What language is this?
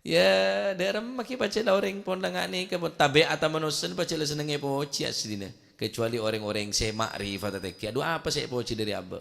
Madurese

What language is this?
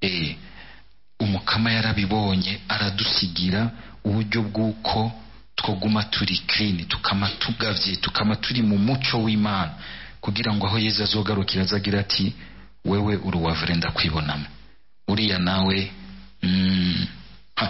Rundi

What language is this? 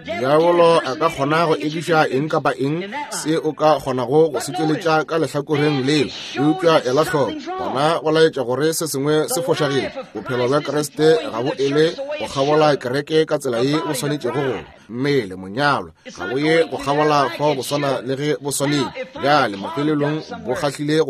Northern Sotho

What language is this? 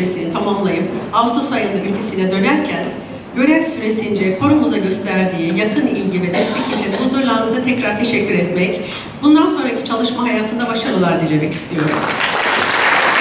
Turkish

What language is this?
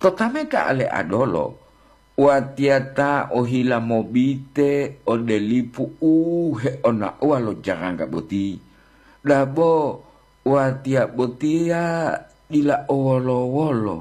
Gorontalo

